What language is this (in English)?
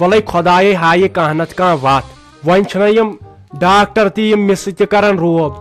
Kashmiri